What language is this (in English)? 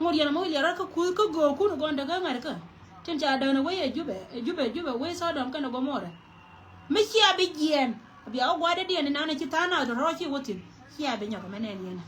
Nuer